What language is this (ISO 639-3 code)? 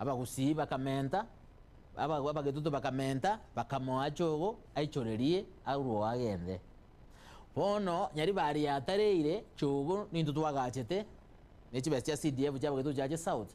guz